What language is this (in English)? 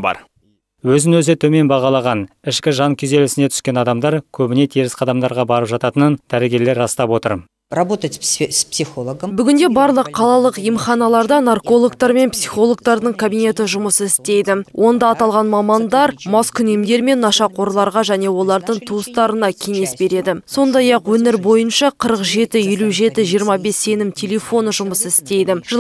Kazakh